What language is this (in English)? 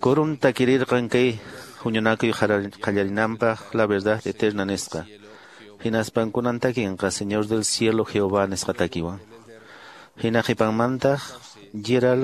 Quechua